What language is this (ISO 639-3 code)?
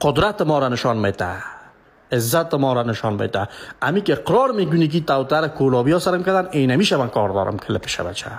fas